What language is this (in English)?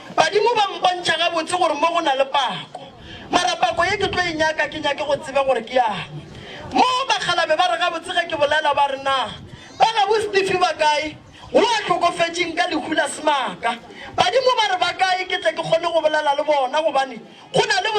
Northern Sotho